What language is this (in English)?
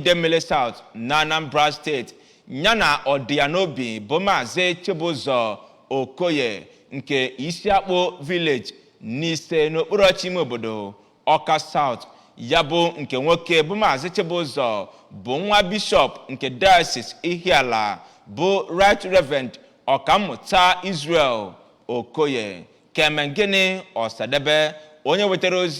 Igbo